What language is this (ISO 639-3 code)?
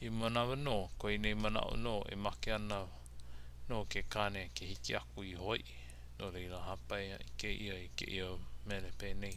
haw